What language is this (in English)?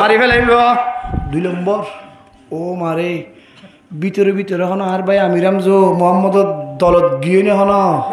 Rohingya